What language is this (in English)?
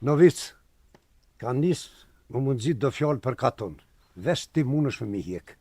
Albanian